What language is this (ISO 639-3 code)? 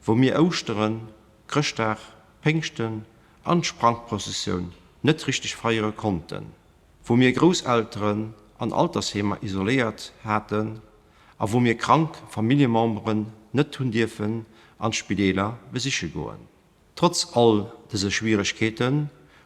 ltz